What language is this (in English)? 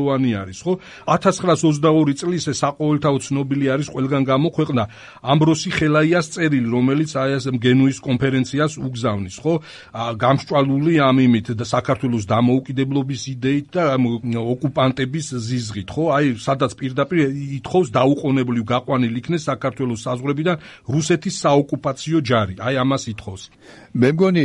Georgian